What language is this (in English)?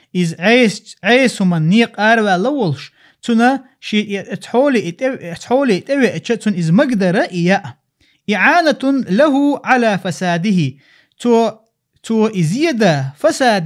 Chechen